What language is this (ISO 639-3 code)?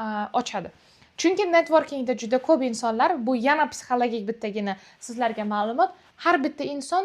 uzb